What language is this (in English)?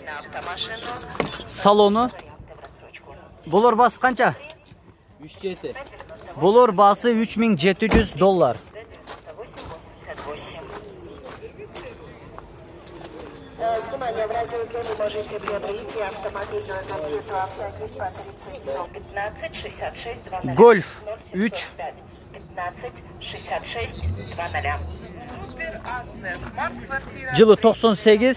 Kyrgyz